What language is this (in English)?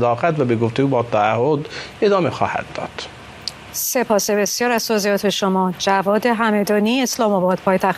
Persian